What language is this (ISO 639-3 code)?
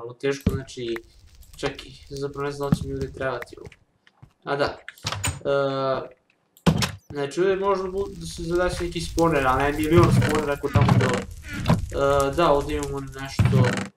srp